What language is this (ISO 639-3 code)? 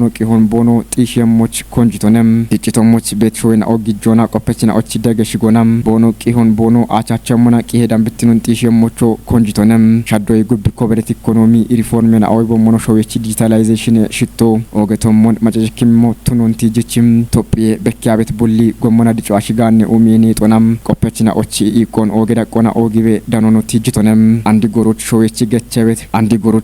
kbr